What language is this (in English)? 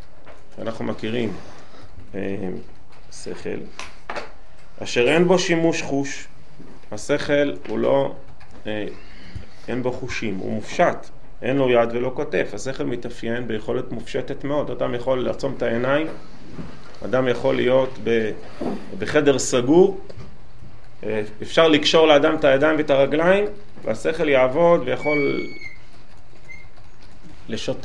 Hebrew